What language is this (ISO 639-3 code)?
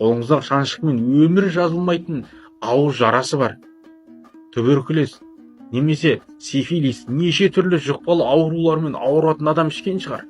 kaz